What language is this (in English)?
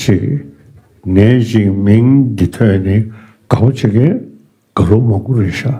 Tibetan